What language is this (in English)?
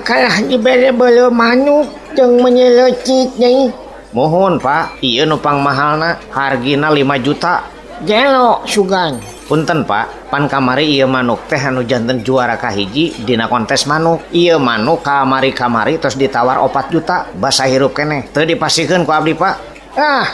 Sundanese